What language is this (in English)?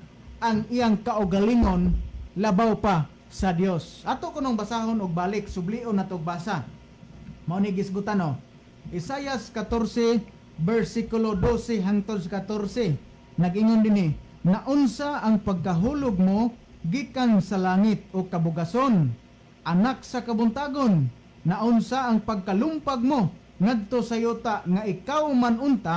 Cebuano